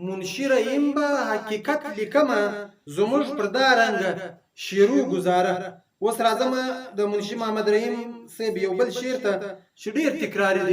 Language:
Pashto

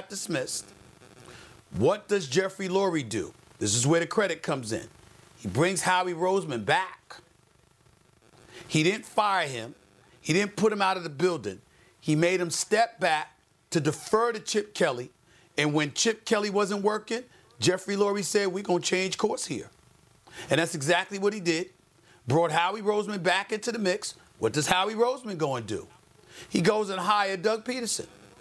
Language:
English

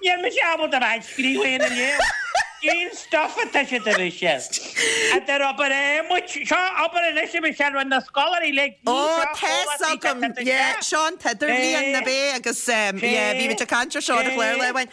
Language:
Irish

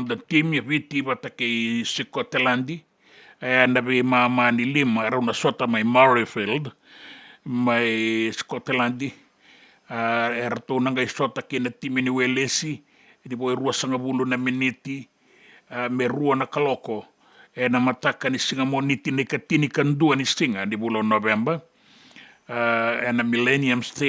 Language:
Fijian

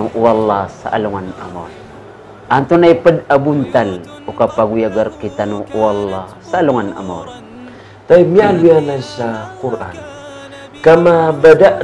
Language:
Maranao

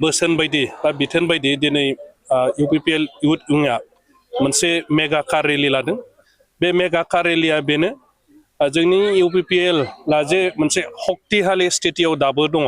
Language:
Bodo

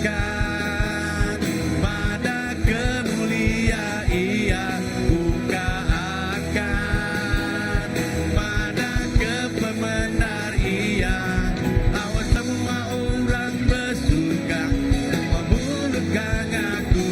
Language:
Iban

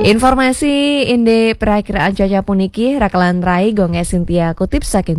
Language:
Balinese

